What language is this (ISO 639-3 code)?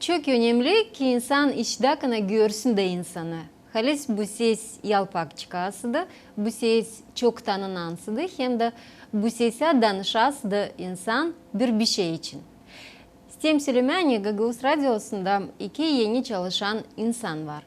gag